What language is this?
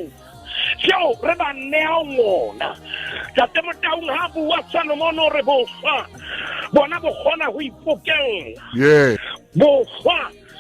Southern Sotho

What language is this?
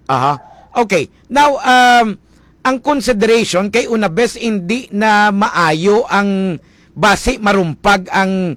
Hiligaynon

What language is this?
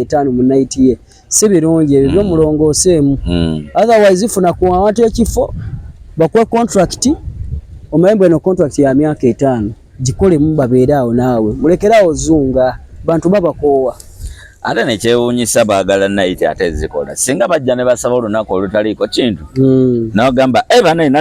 Ganda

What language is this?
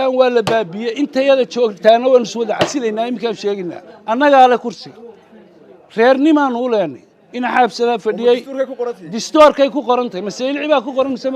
Somali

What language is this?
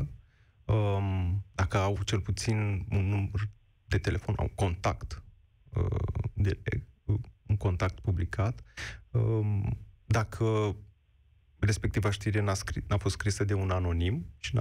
Romanian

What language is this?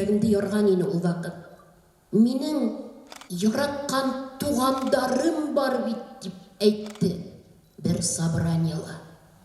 Bashkir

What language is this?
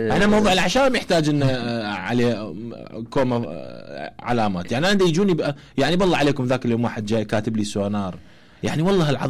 Mesopotamian Arabic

